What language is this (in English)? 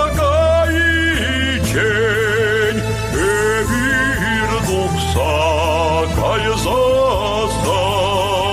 Chuvash